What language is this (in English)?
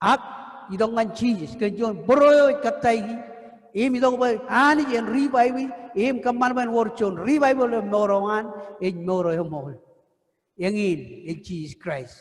Marshallese